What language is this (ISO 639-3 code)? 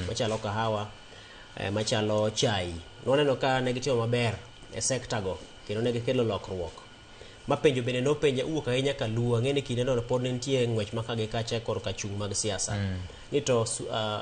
luo